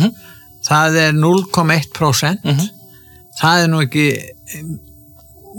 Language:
Icelandic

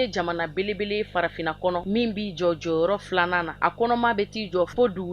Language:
Bambara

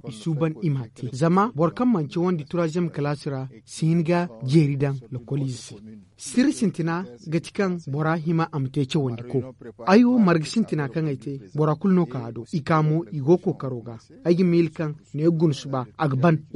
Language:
Zarma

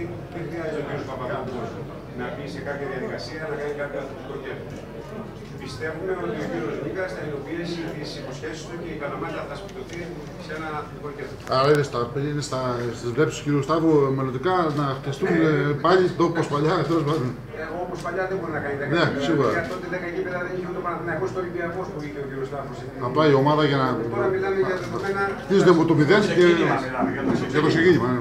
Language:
Greek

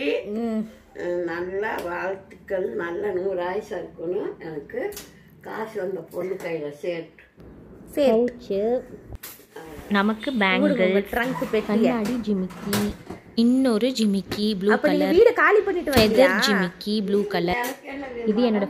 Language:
Tamil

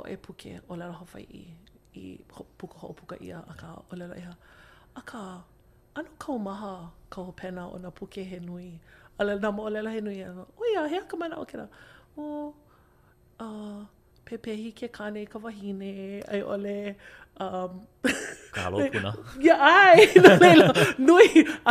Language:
Hawaiian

